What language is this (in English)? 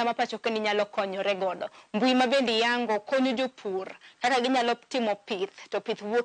Luo (Kenya and Tanzania)